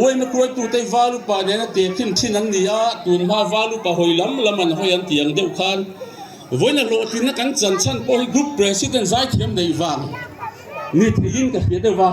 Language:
Mizo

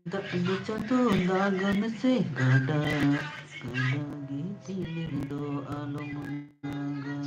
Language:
Santali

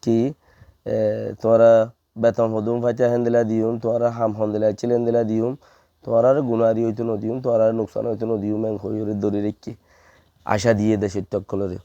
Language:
Rohingya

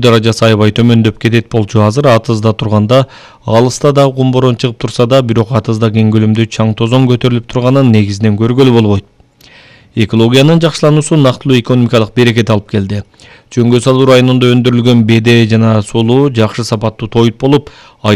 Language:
Kyrgyz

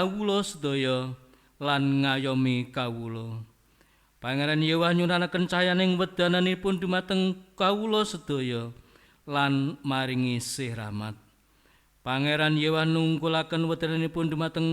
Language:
Javanese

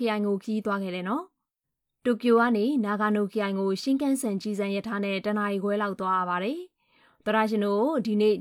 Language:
Burmese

